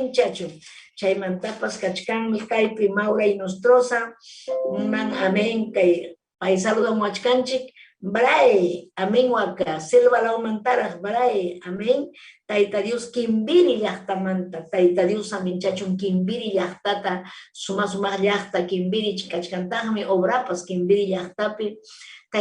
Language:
Ayacucho Quechua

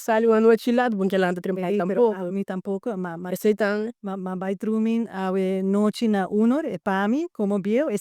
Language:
Papiamento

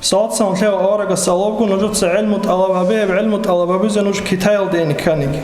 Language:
Avaric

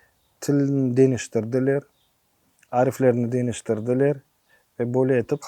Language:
Crimean Tatar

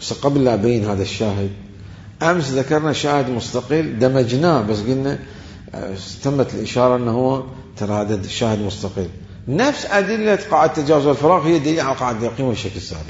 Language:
Mesopotamian Arabic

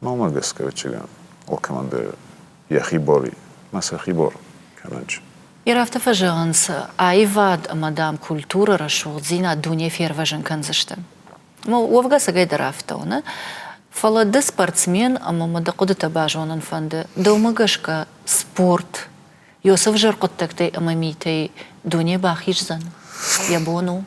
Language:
Ossetic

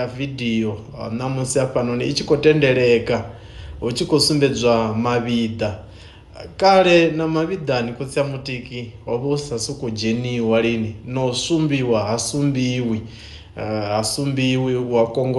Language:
Venda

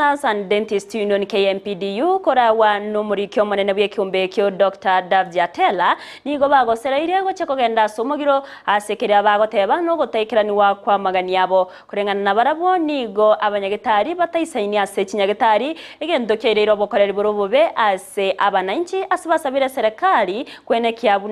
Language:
Gusii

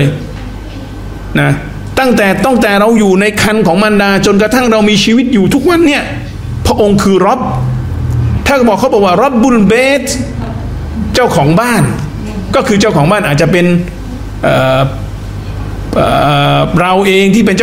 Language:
Thai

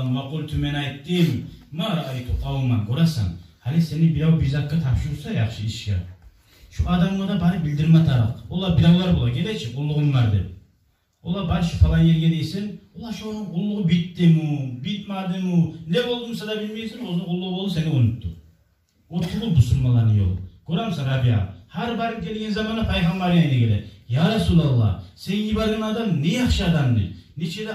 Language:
Kumyk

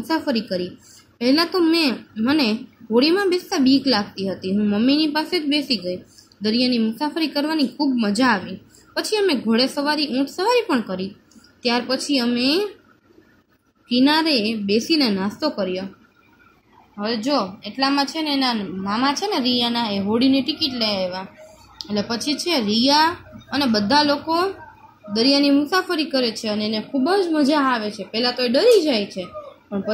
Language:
Gujarati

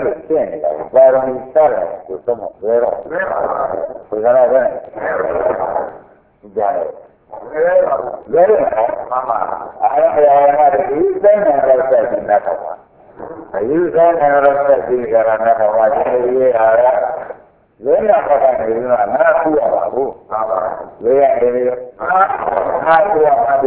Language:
Burmese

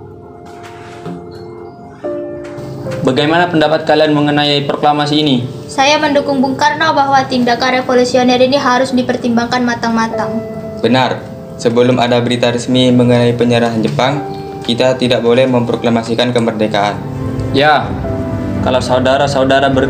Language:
Indonesian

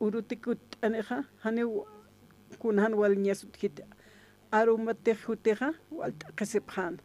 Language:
Aymara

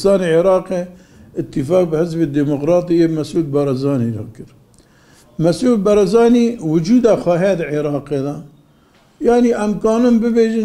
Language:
Kurdish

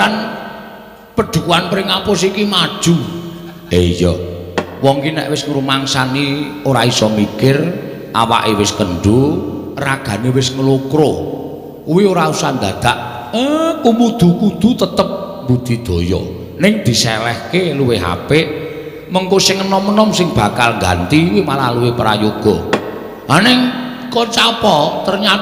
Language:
Javanese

